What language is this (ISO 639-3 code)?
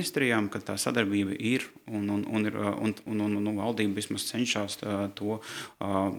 lav